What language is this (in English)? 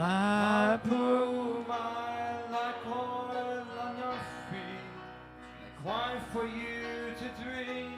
English